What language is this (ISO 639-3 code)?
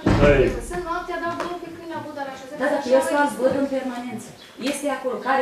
ron